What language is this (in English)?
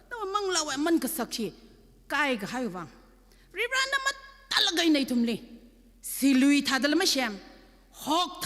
Tangkhul Naga (India)